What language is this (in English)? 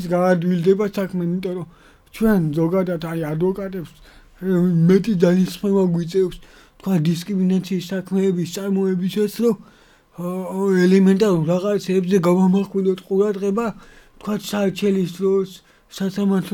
Georgian